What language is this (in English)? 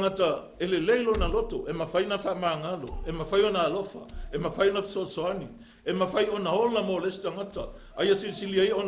Samoan